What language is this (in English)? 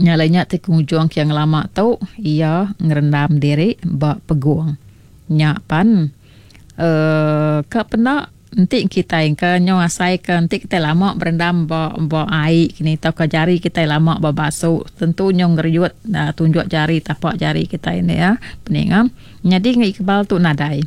Iban